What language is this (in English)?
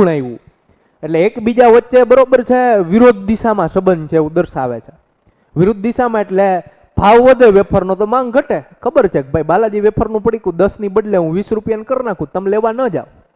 Gujarati